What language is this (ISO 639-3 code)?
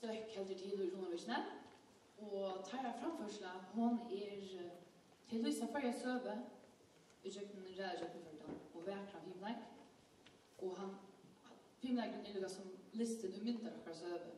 fao